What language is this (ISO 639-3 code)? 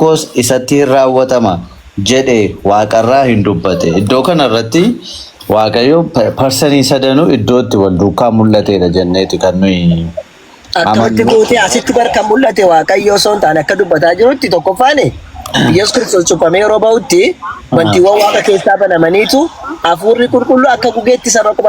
orm